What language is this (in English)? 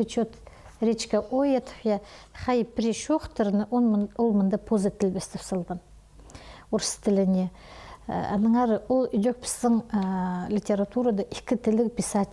Khakas